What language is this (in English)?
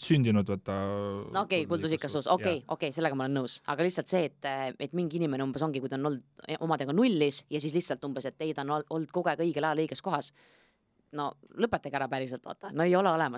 Estonian